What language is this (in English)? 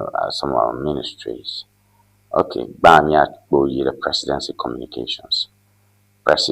Ewe